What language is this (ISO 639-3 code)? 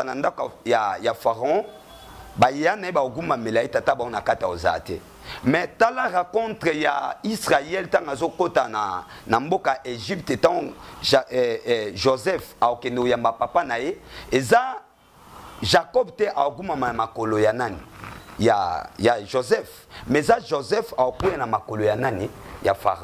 lin